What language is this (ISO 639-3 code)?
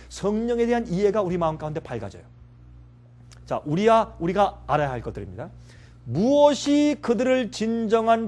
kor